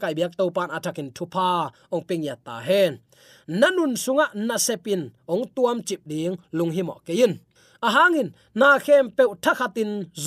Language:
Tedim Chin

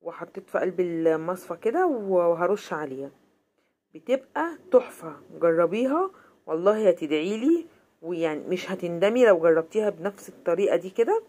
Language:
Egyptian Arabic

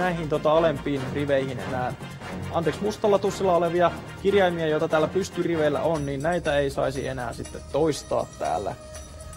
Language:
Finnish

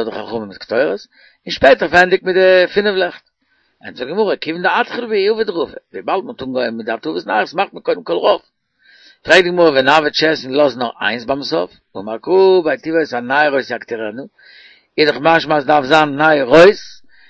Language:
Yiddish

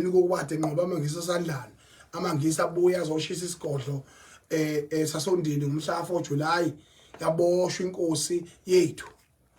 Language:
Zulu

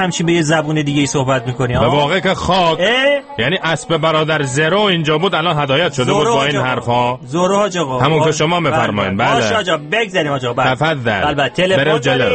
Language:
Persian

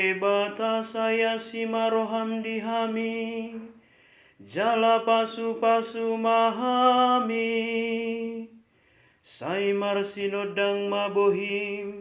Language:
Batak Toba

